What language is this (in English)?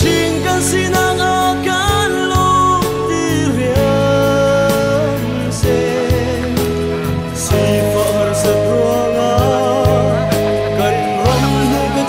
Hakha Chin